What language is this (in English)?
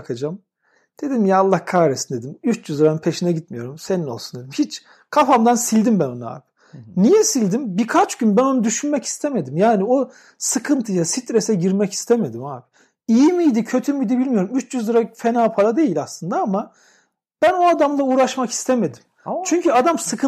Turkish